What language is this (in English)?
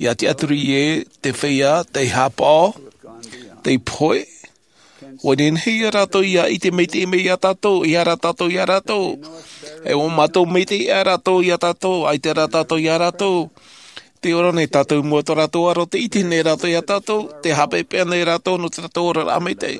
Tahitian